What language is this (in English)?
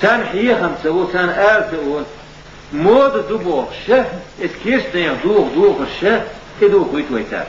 Chechen